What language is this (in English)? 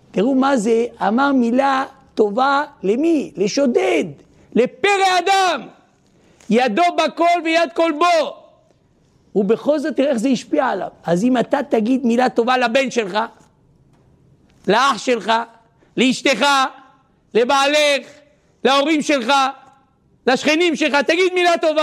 Hebrew